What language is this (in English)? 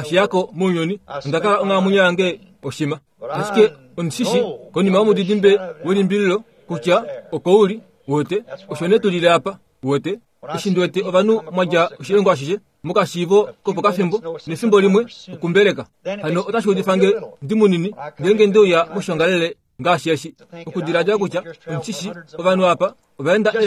Kuanyama